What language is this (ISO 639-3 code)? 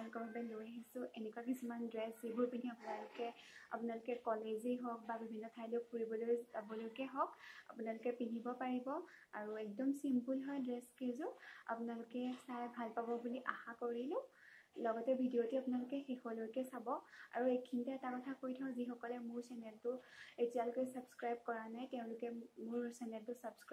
asm